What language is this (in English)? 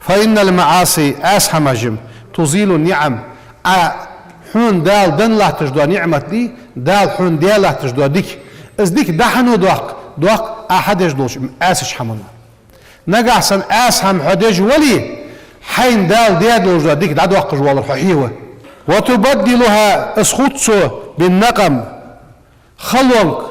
Ingush